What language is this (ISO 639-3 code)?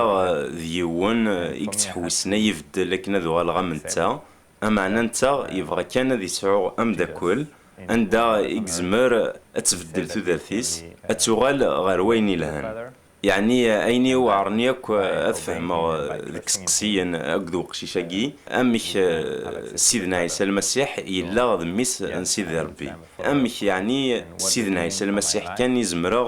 kab